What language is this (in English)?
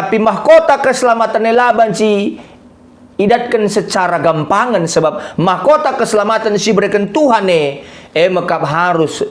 Batak Karo